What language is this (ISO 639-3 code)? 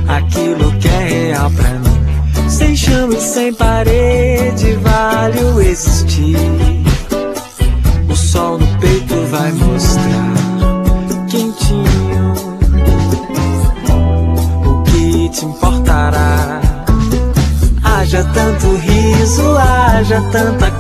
por